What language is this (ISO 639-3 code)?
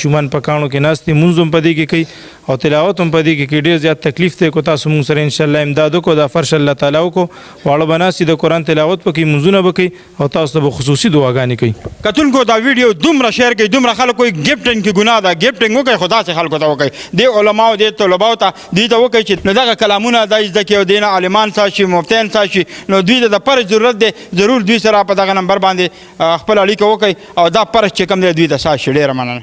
pus